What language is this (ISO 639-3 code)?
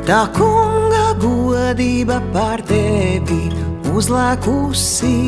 lav